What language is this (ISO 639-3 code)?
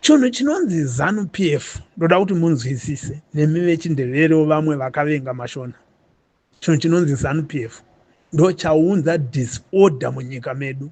sna